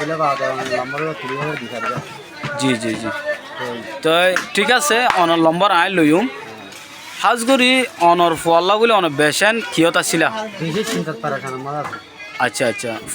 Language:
Rohingya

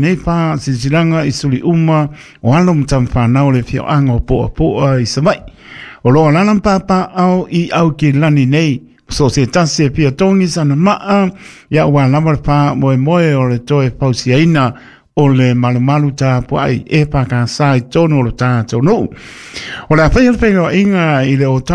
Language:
Samoan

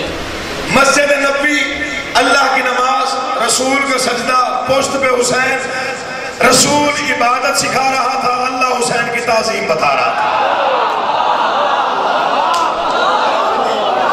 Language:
Urdu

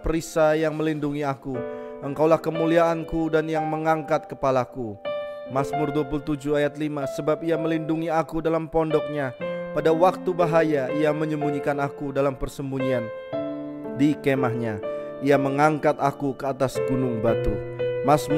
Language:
Indonesian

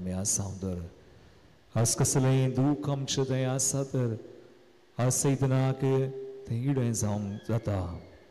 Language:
Konkani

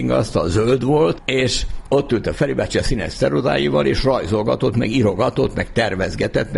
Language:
Hungarian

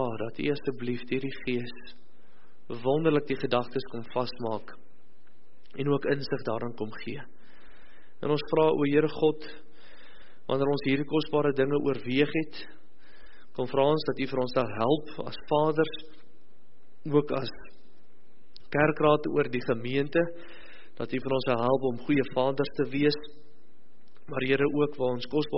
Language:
Afrikaans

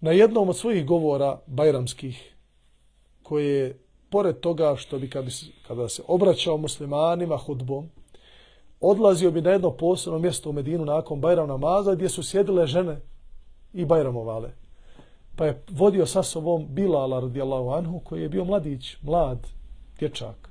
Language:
Bosnian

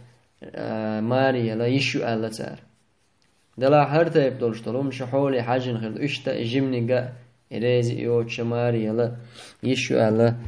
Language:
Chechen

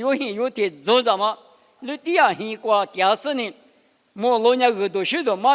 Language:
Lisu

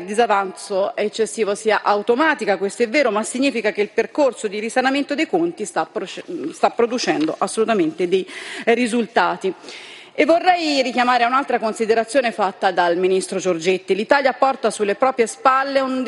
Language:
Italian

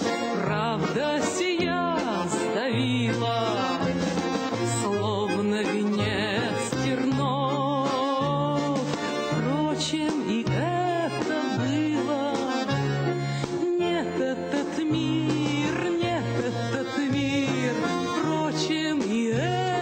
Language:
Russian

